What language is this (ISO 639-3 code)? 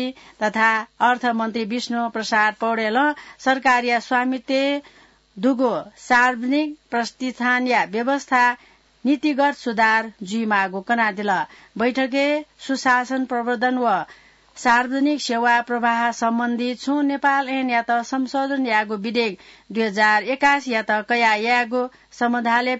new